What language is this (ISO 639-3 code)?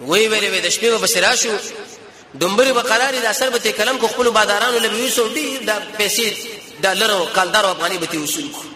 pus